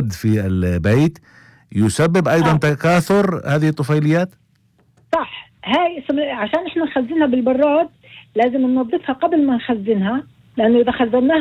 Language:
North Levantine Arabic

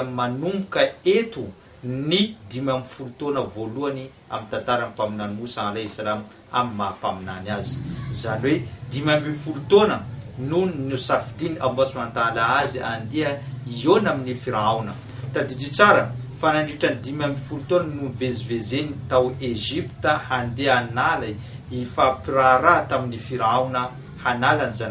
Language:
Malagasy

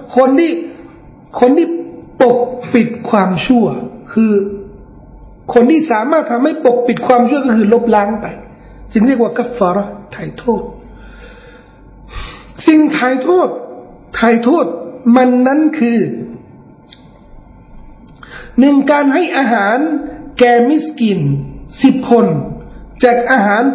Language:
Thai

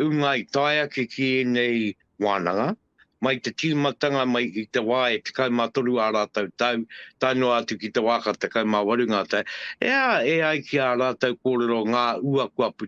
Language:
Māori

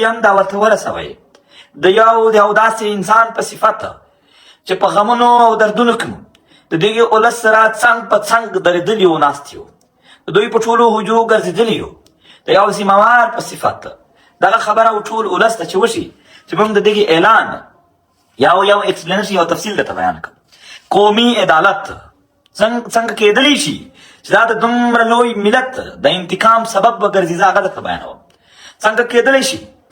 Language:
Pashto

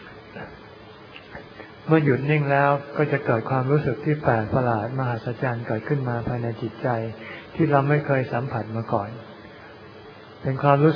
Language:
Thai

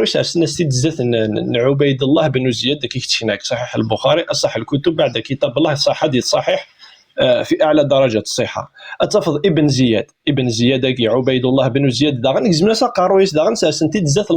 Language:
Kabyle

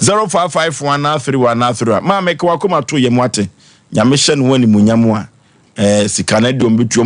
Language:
Akan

